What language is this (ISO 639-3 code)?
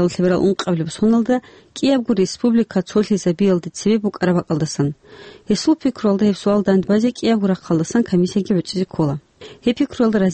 ava